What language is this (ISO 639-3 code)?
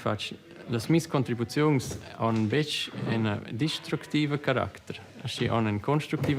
roh